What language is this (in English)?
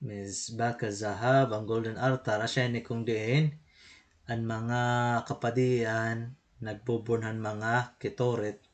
Waray